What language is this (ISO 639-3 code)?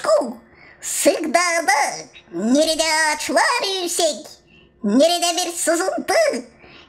gag